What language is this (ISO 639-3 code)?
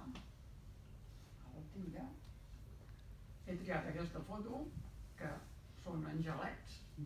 cat